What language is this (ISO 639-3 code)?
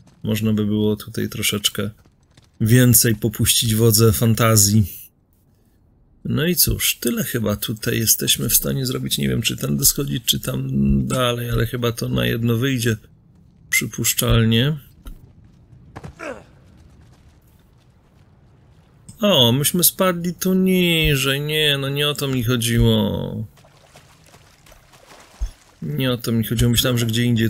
pol